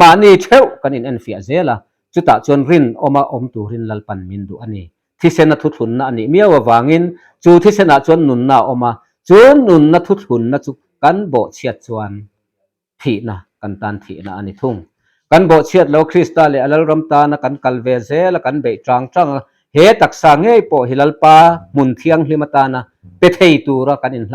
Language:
Mizo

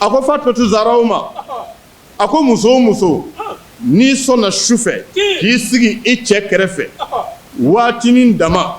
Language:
Bambara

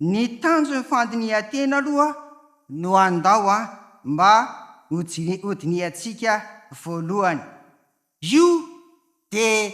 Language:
Malagasy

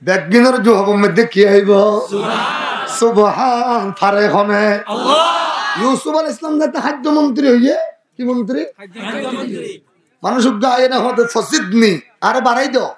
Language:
Rohingya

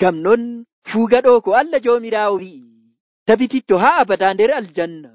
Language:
Nigerian Fulfulde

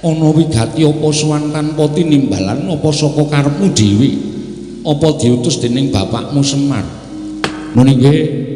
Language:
Javanese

